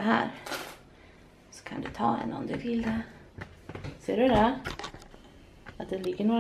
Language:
Swedish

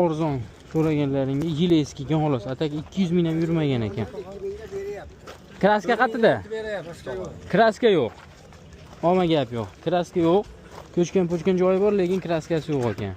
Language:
Uzbek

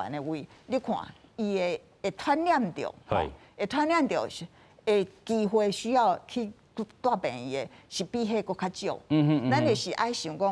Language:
Min Nan Chinese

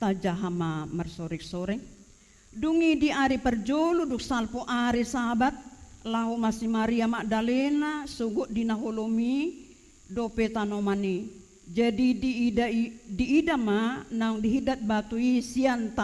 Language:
Batak Toba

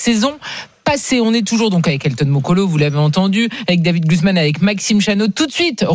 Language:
French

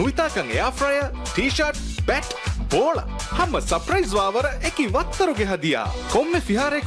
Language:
Divehi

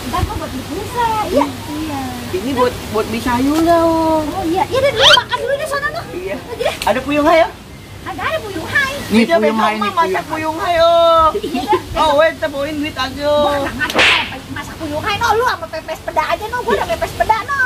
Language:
Betawi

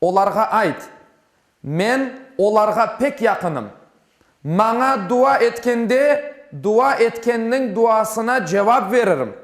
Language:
Crimean Tatar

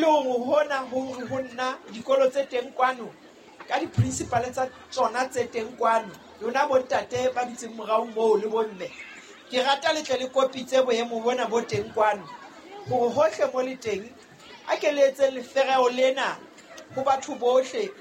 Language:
Southern Sotho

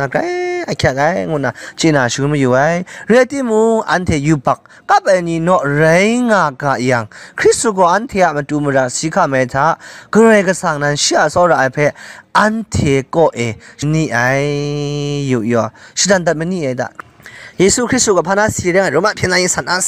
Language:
Kachin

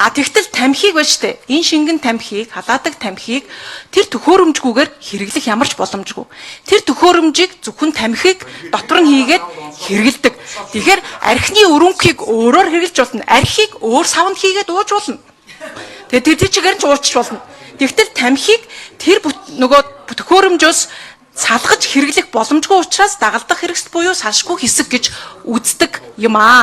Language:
Mongolian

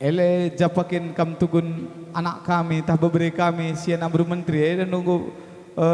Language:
Batak Karo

